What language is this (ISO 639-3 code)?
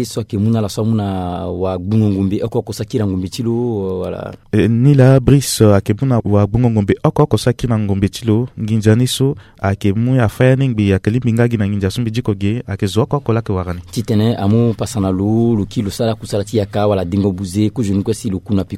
sag